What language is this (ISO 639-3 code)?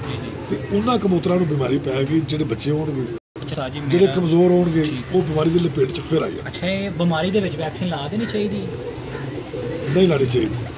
pan